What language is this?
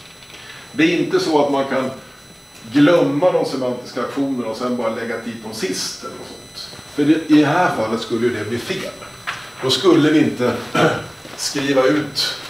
Swedish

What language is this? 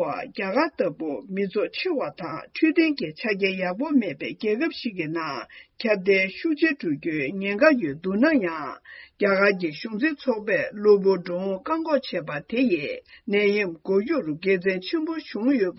Tibetan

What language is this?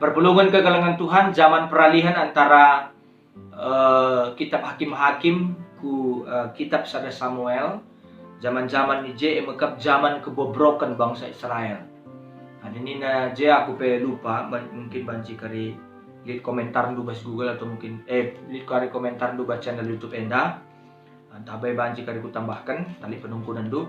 Batak Karo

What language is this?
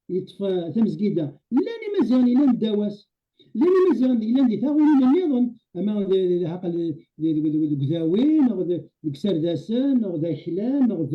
Kabyle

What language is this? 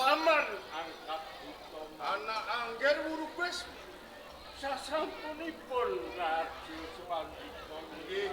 Javanese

